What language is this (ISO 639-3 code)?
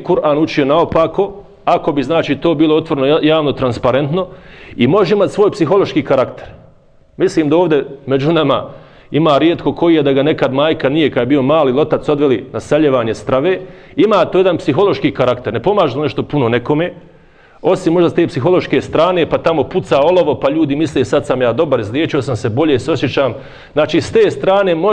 bos